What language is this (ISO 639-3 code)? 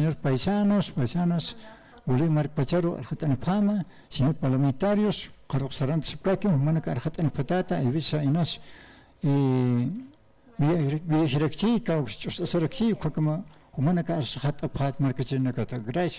aym